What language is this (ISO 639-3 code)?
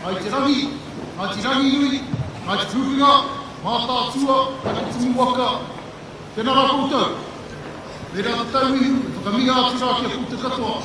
mri